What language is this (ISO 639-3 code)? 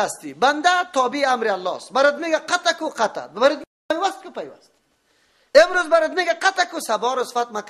fas